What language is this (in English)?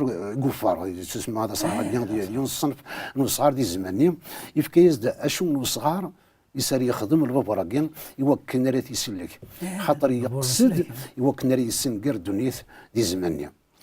Kabyle